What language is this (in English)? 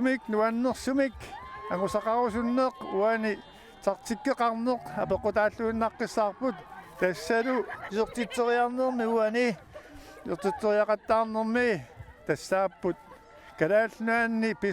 Kalaallisut